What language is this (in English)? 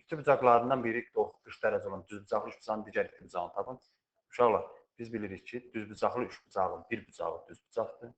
Azerbaijani